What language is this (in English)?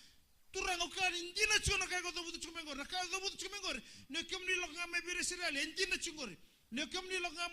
Fijian